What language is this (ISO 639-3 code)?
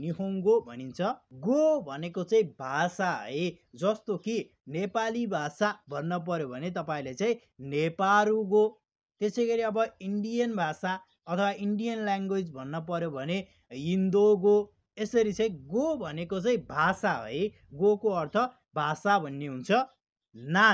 nep